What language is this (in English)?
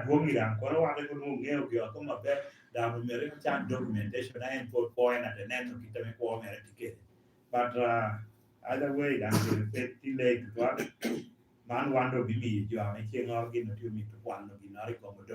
Lango (Uganda)